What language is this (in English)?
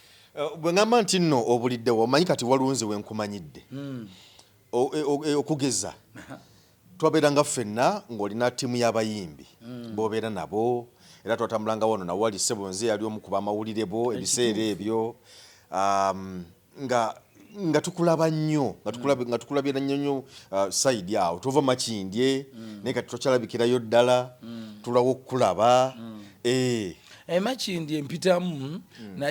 Ganda